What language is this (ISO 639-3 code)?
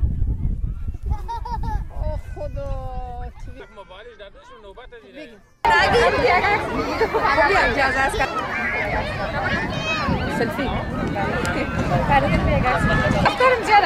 fas